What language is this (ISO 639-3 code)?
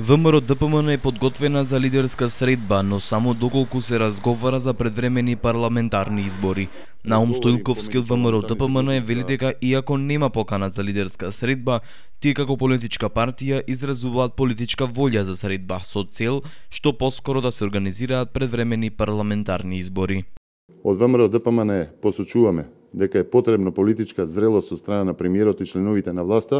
mkd